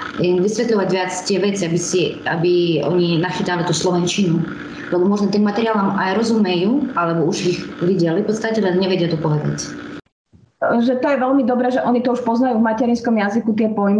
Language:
Slovak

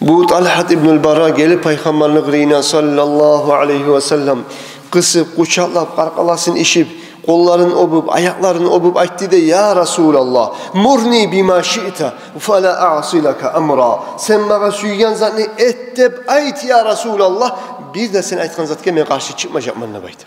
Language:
Kumyk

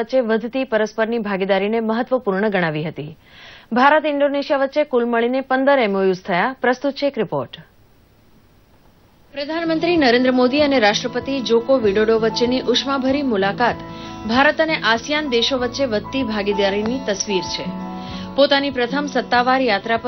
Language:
Gujarati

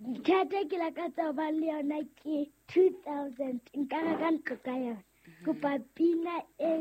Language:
Southern Sotho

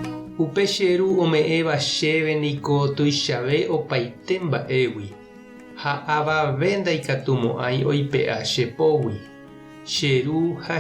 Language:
Guarani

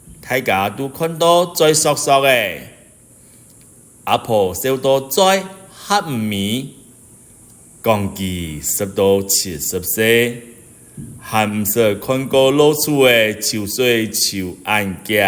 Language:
Hakka Chinese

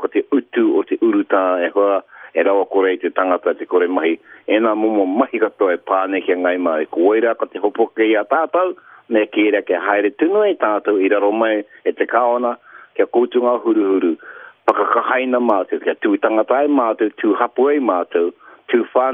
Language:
Māori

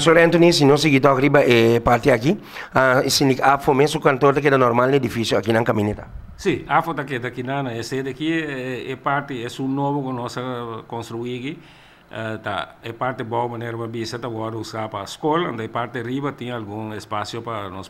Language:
Papiamento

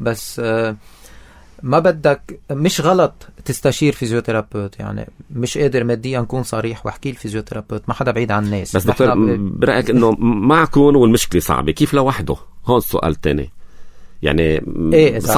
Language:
North Levantine Arabic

